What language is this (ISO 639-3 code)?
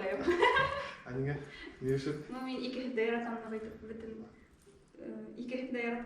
bak